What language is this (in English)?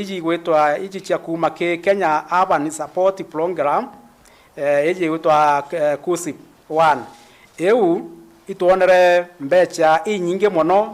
Meru